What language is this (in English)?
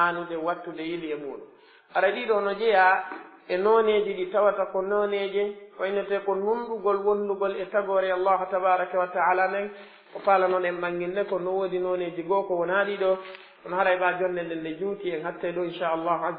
Pular